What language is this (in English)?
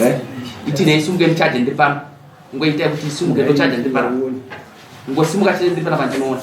Shona